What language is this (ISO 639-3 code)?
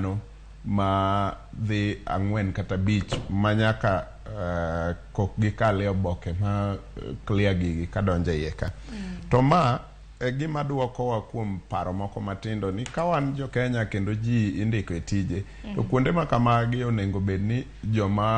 luo